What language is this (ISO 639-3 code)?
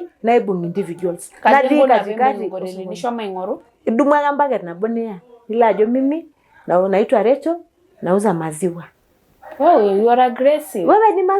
mas